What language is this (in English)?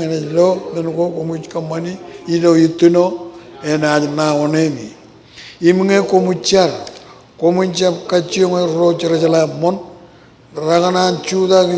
Marshallese